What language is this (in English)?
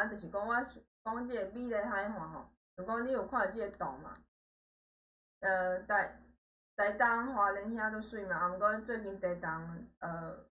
Min Nan Chinese